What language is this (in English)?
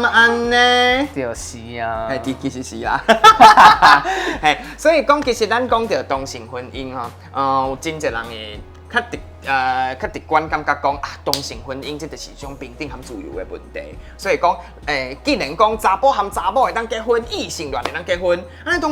Min Nan Chinese